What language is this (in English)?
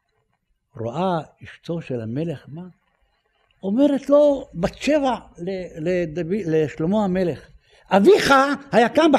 Hebrew